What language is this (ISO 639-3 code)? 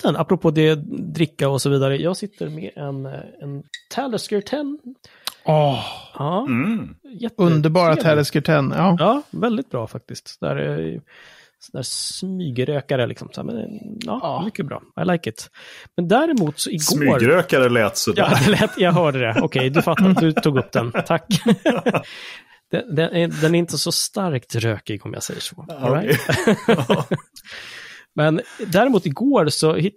swe